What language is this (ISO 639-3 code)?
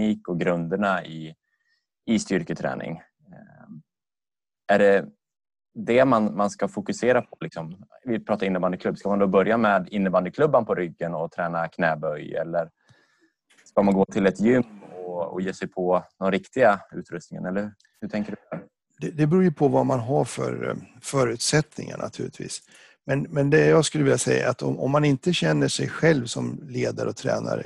swe